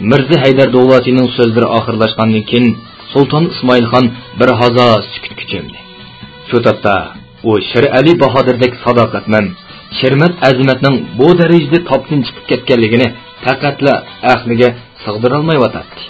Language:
Uyghur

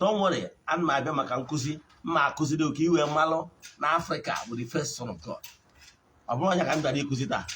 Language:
Igbo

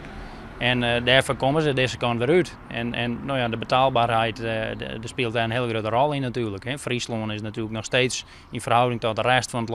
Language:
Western Frisian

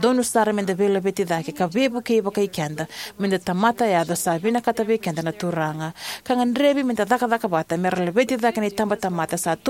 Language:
Fijian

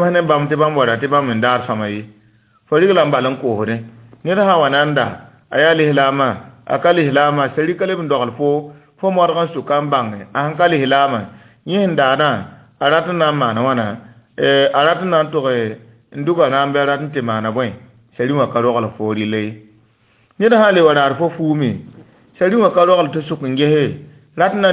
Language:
Mossi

